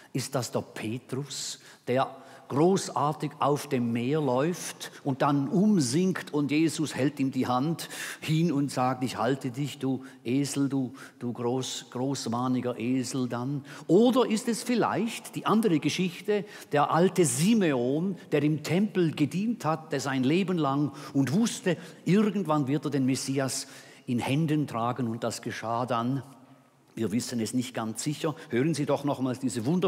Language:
German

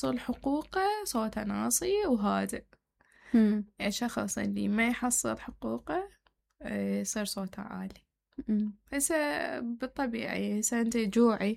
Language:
Mesopotamian Arabic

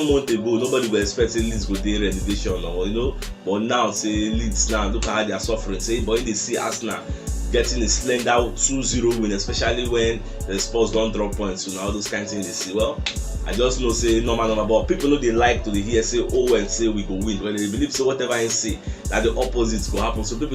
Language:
Nigerian Pidgin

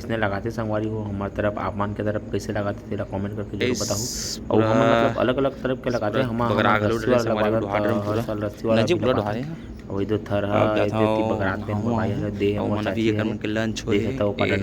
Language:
Chhattisgarhi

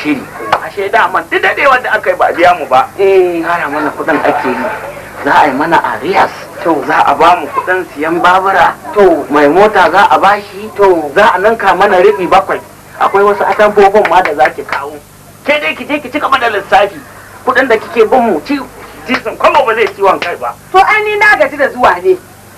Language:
Hausa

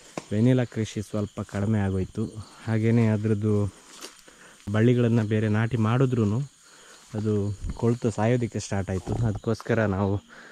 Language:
Kannada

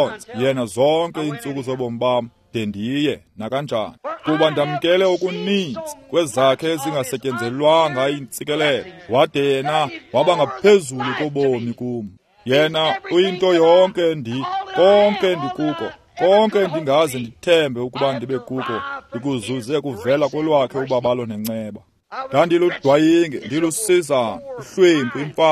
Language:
Xhosa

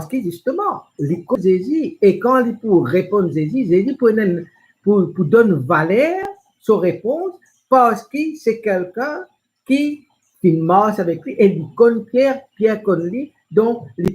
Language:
Morisyen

